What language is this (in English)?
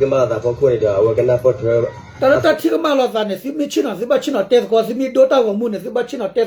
S'gaw Karen